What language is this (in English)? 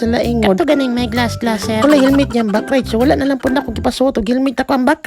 Cebuano